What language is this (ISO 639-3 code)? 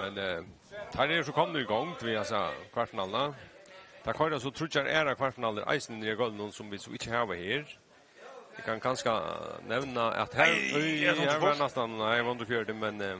fao